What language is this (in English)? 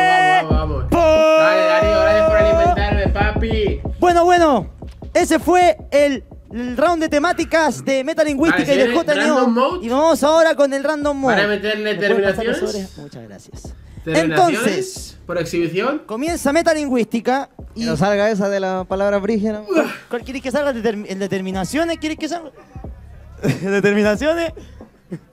Spanish